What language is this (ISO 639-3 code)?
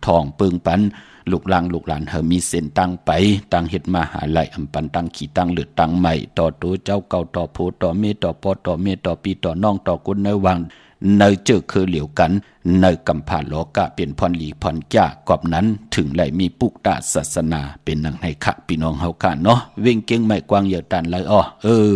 shn